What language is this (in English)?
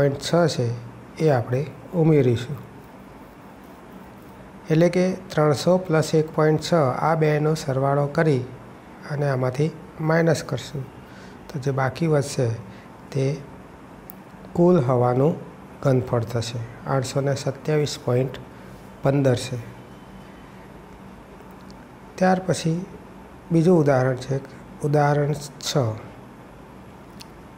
Gujarati